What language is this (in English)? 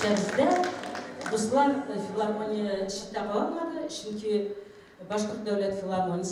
Bashkir